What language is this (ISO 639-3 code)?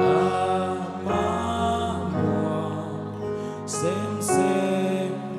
ctd